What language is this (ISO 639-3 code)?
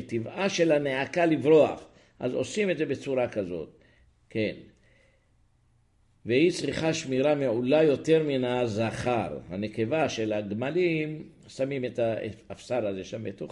heb